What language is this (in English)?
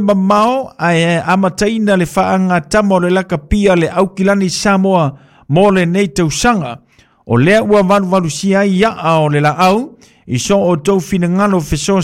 Samoan